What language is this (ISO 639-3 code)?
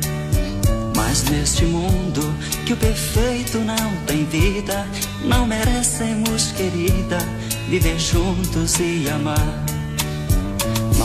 por